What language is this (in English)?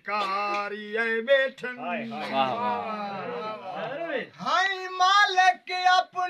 Saraiki